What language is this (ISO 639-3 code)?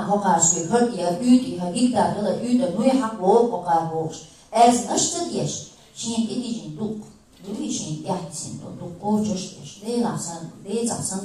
che